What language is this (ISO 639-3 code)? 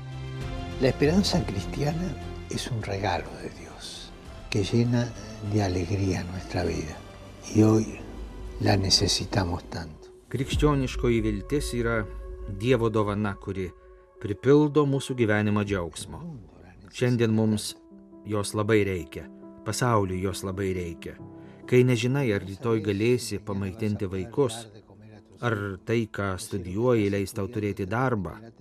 lit